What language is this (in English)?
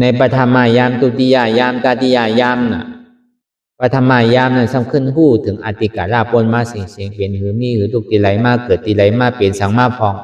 Shan